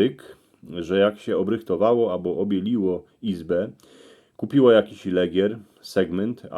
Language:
Silesian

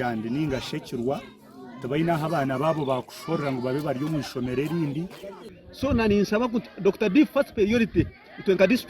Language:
Nyankole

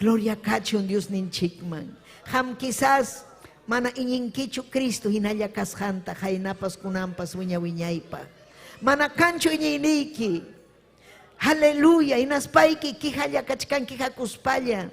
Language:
Ayacucho Quechua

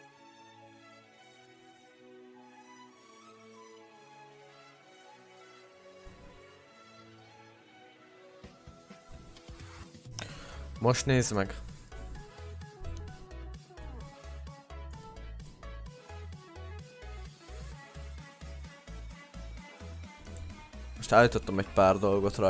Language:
Hungarian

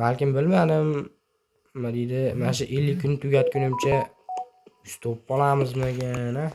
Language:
Uzbek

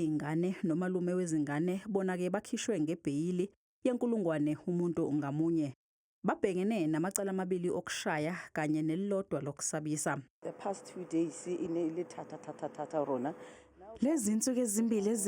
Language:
Zulu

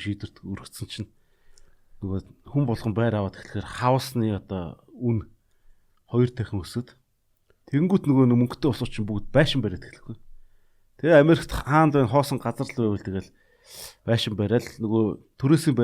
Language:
Mongolian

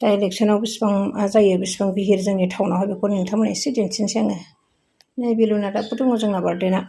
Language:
Bodo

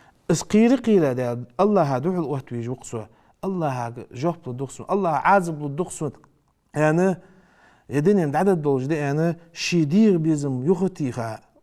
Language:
Ingush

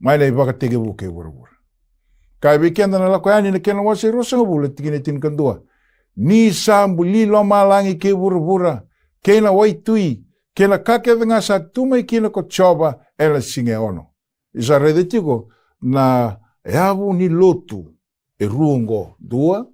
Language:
Fijian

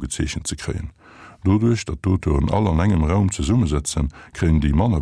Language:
Luxembourgish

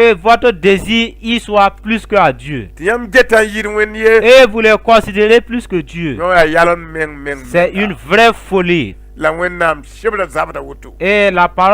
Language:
Mossi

